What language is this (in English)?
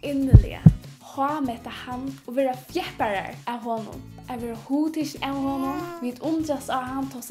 Faroese